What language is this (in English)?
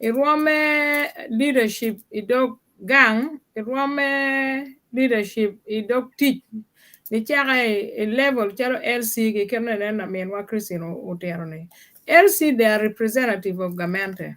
Acoli